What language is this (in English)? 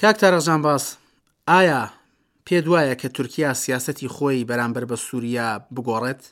Central Kurdish